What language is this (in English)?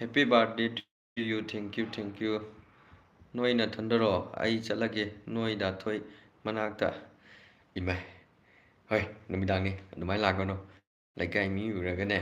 Manipuri